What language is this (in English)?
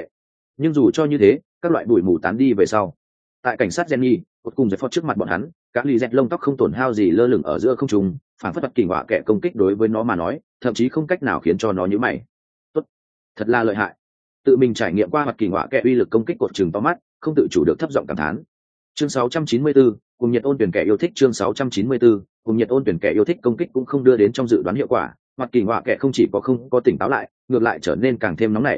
Vietnamese